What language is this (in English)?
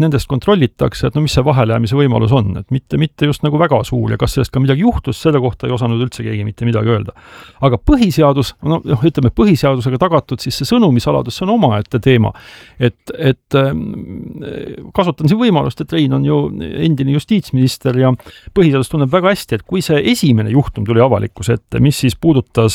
Estonian